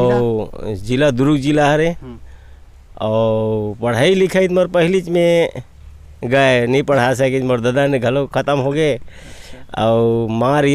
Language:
Chhattisgarhi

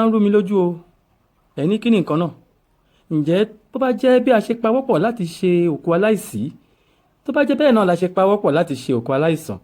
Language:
Yoruba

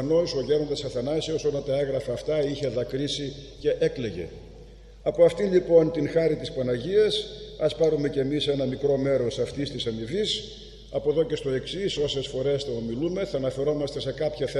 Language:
Greek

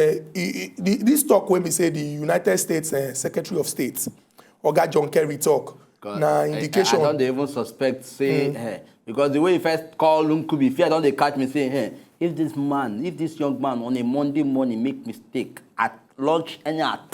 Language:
Nigerian Pidgin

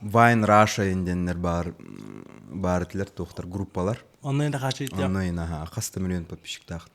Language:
Yakut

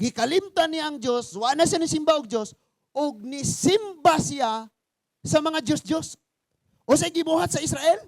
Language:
Cebuano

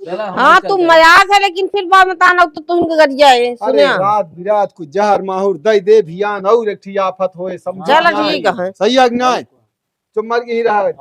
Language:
Awadhi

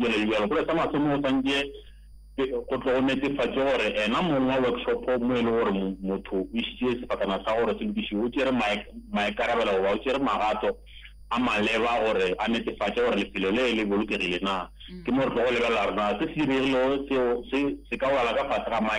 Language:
Northern Sotho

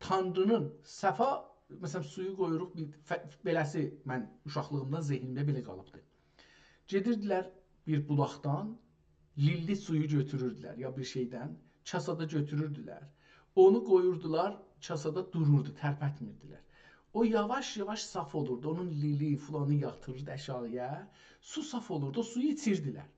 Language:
South Azerbaijani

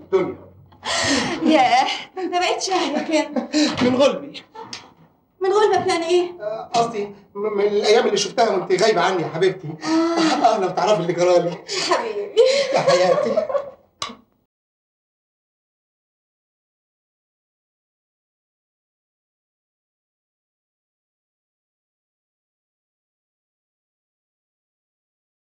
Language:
Egyptian Arabic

